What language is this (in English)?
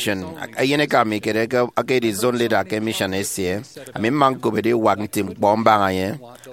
Efik